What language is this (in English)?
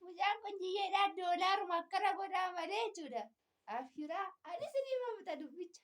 Oromo